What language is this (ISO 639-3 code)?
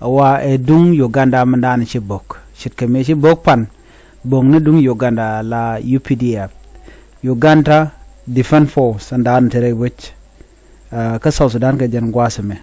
nus